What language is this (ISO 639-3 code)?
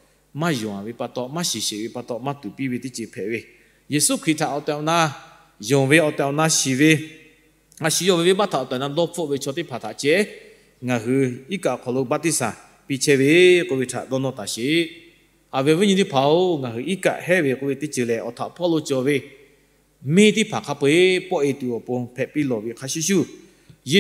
lhu